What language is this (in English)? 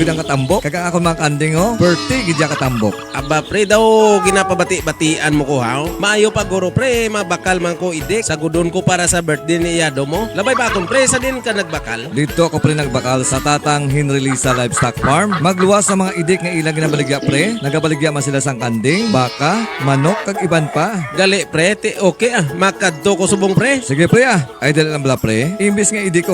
Hiligaynon